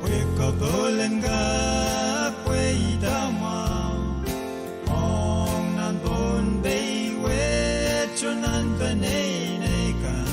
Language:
Pohnpeian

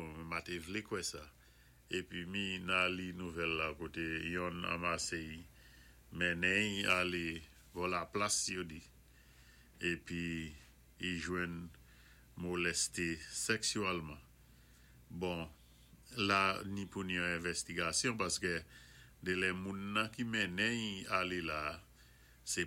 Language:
Saint Lucian Creole French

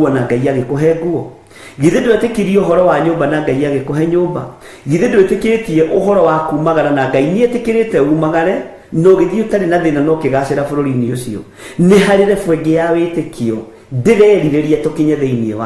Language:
Kikuyu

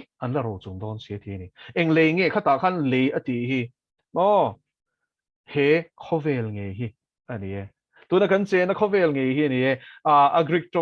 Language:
Mizo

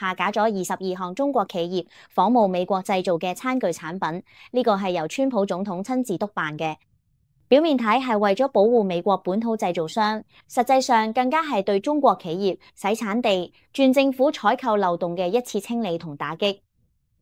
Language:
Cantonese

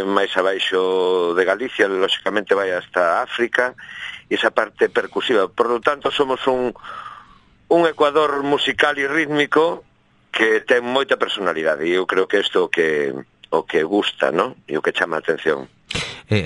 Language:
Galician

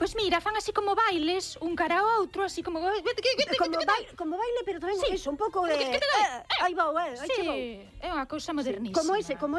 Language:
Galician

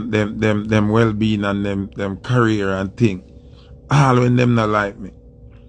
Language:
Jamaican Creole English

